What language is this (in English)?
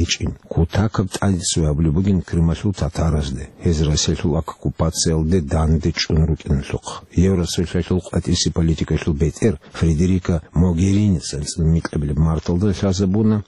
Avaric